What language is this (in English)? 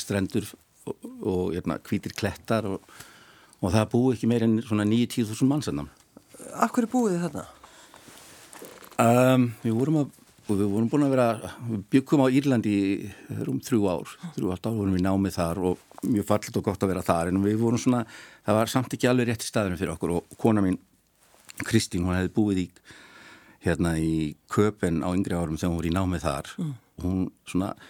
Icelandic